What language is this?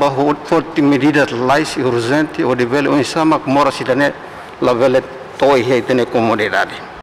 Tetum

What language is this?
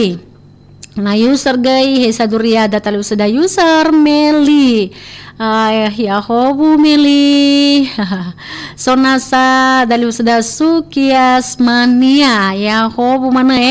Nias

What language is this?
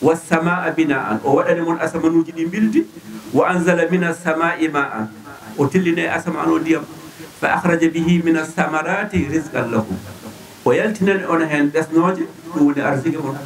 Fula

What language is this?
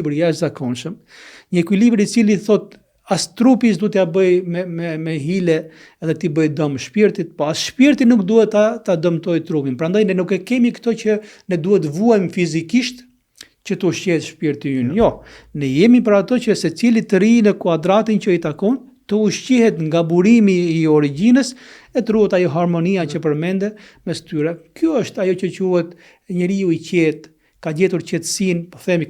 Albanian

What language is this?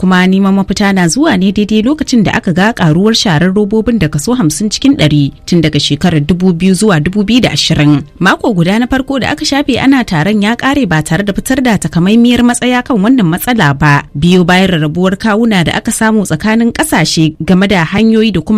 Hausa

